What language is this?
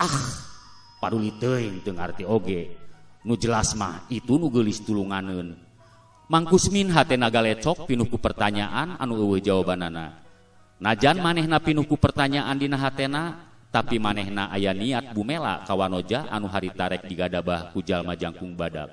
Sundanese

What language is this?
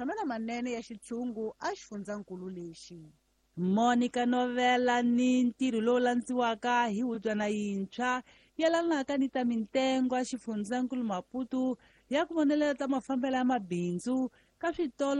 Tsonga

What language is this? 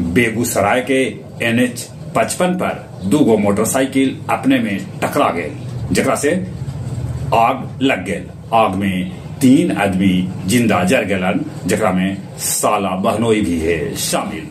Magahi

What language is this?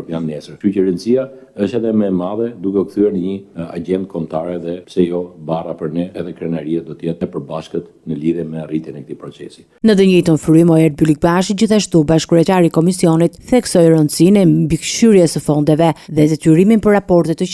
Albanian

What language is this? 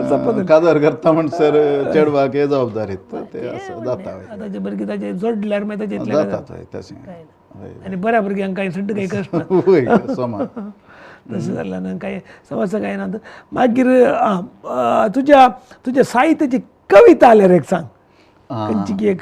Konkani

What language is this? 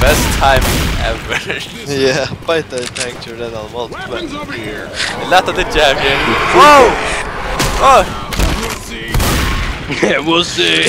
Faroese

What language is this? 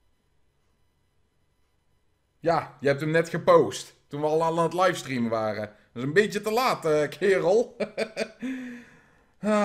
Dutch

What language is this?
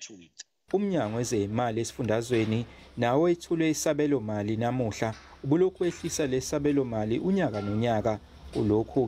Zulu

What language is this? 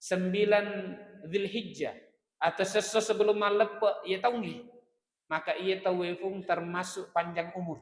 Buginese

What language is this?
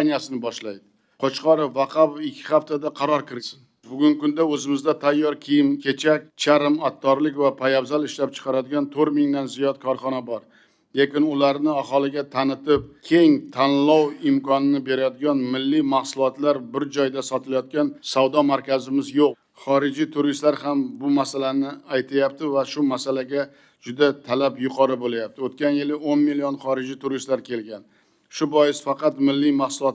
Uzbek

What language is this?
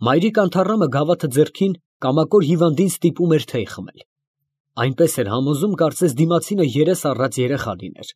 Armenian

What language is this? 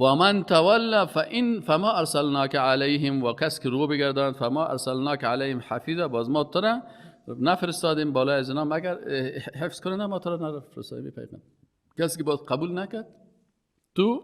Persian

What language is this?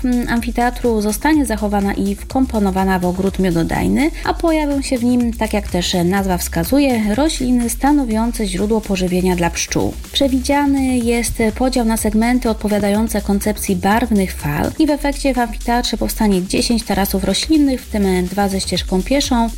Polish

